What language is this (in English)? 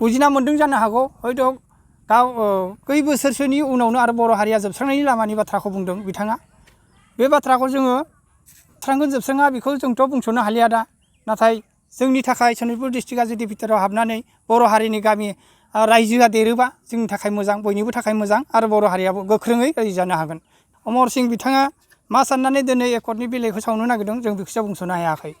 Bodo